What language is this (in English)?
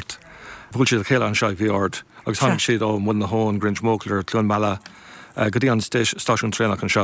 Irish